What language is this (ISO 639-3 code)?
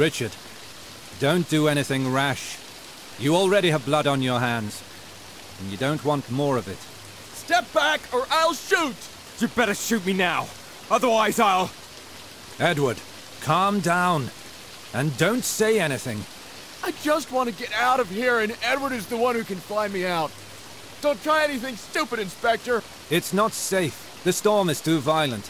eng